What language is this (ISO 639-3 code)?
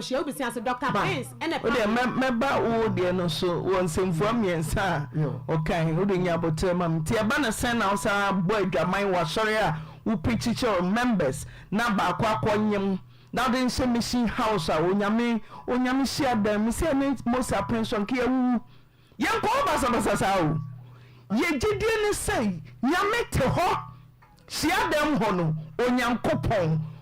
aka